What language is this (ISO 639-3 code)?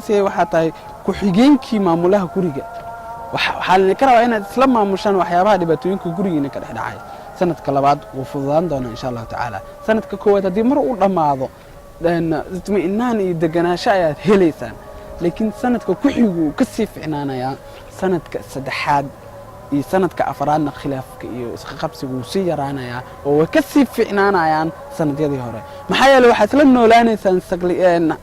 som